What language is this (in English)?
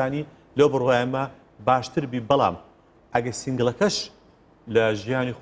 Central Kurdish